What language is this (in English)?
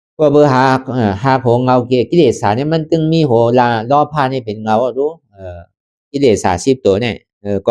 Shan